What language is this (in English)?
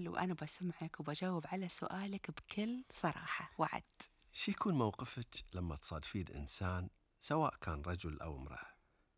Gulf Arabic